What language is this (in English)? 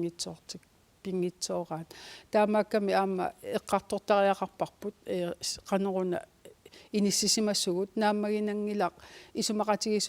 Kalaallisut